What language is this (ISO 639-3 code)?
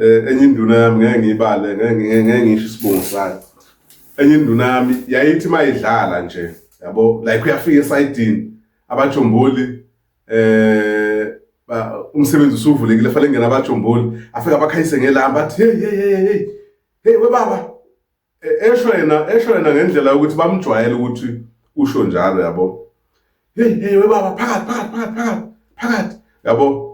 zul